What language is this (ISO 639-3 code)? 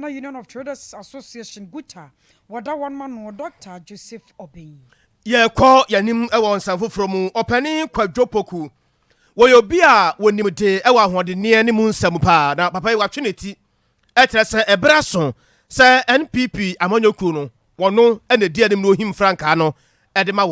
aka